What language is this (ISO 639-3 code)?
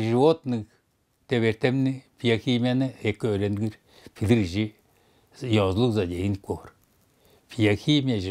tyv